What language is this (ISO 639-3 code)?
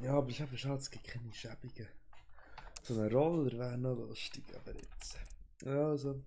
gsw